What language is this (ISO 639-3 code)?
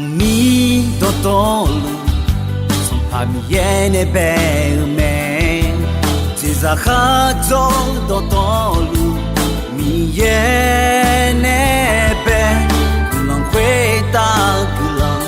ahk